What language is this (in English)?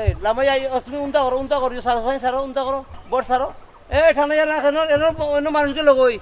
Sylheti